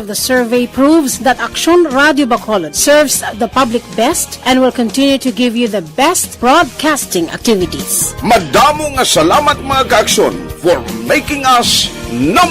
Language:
Hiligaynon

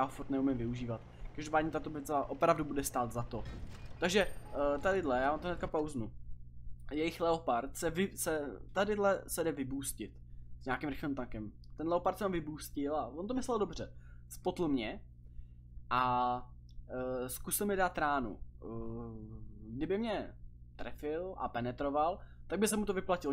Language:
Czech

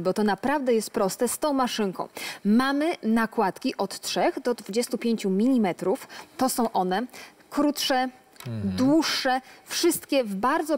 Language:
Polish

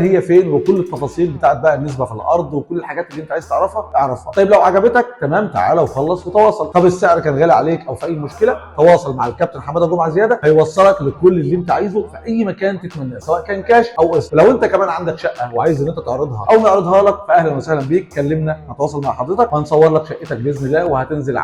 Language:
Egyptian Arabic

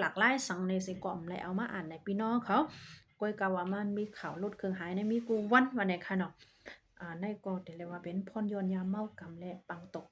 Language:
Shan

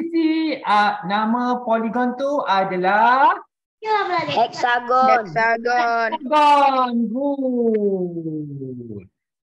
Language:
Malay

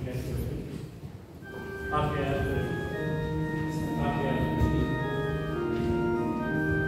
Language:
Basque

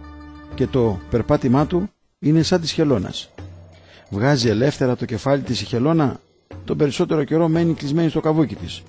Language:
Greek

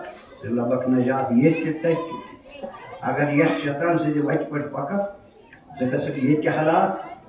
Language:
Kashmiri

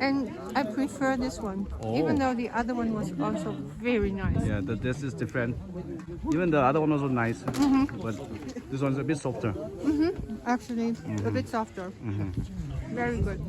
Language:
Tangkhul Naga (India)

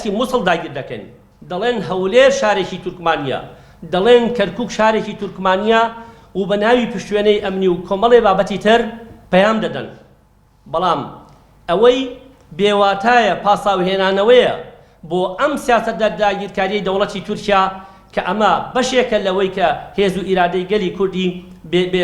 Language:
Central Kurdish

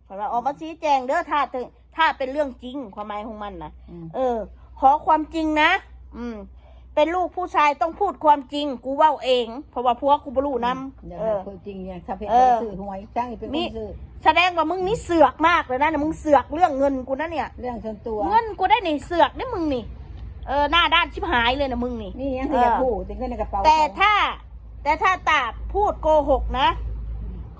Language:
Northeastern Thai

